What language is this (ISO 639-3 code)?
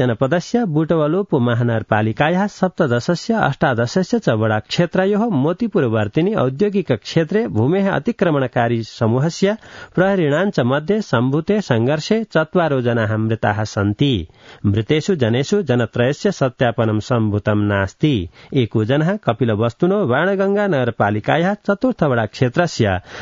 san